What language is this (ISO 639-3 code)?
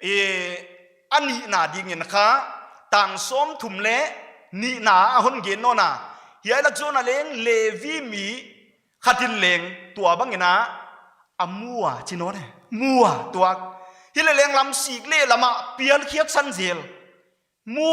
pck